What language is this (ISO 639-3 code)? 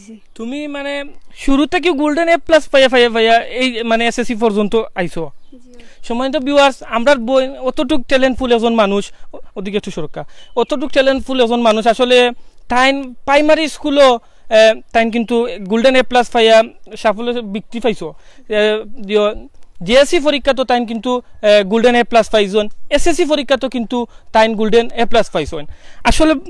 syl